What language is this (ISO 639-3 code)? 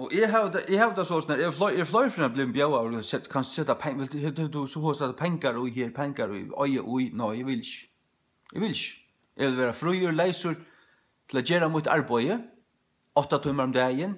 fao